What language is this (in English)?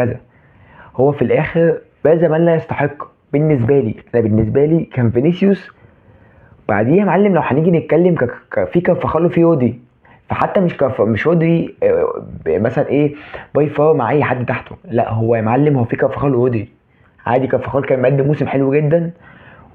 Egyptian Arabic